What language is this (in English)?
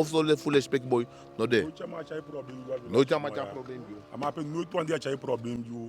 Eastern Maroon Creole